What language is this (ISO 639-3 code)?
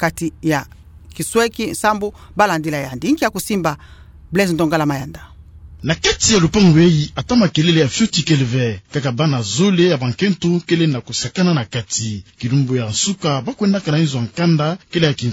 ktu